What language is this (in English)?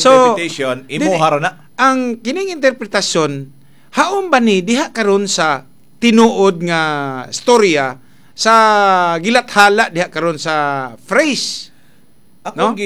Cebuano